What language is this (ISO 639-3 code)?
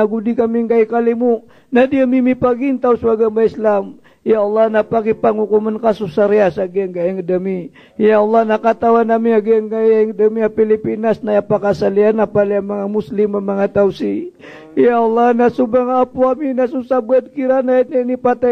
mrw